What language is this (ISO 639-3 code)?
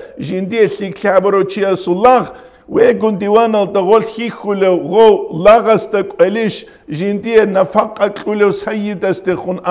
ava